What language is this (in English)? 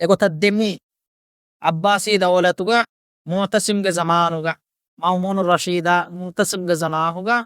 Divehi